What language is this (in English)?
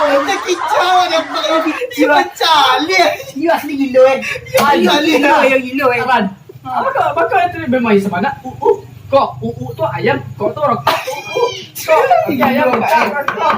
Minangkabau